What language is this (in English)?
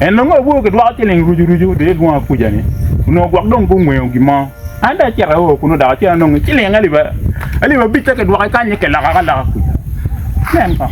Acoli